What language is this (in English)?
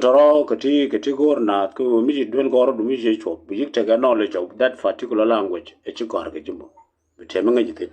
Nuer